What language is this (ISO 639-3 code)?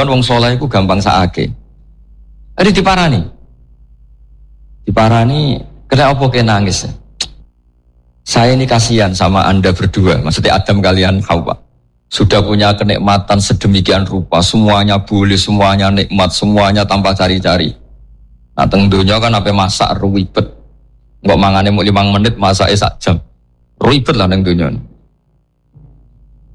jav